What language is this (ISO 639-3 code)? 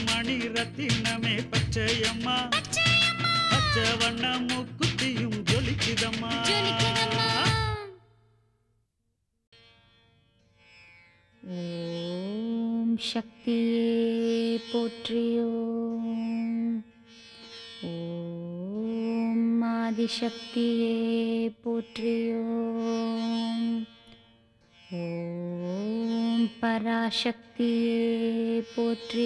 tam